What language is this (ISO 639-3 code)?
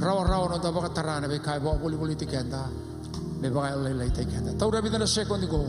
fij